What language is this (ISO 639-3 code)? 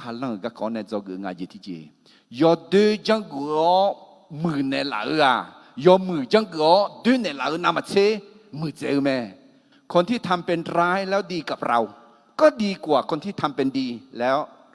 ahk